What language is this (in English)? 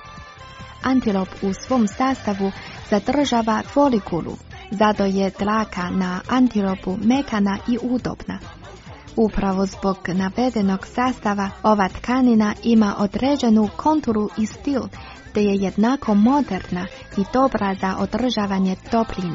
Croatian